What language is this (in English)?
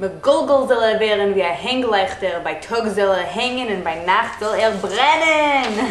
Yiddish